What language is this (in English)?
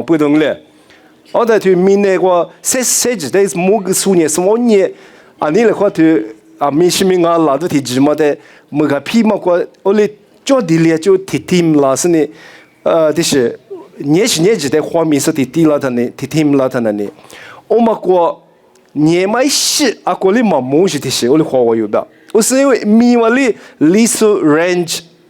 Lisu